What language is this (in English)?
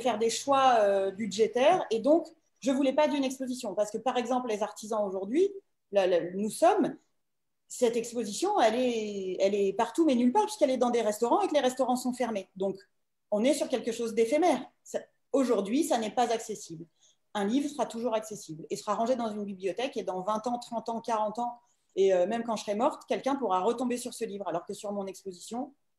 French